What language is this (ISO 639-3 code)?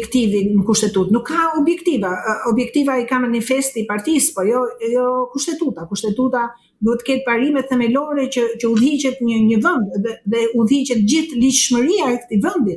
sqi